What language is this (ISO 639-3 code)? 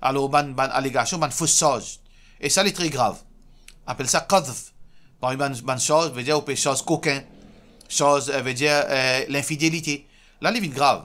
mfe